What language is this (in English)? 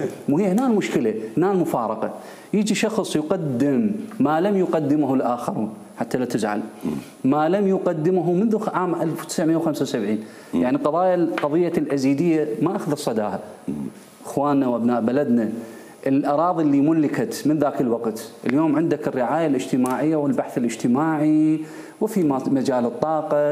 Mesopotamian Arabic